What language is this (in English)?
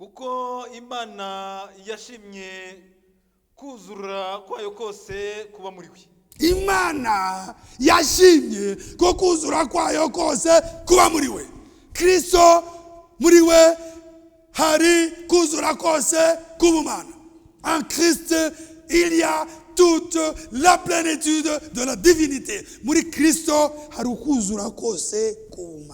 Kinyarwanda